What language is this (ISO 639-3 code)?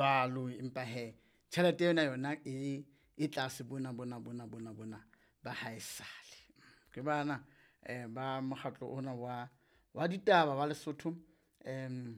sot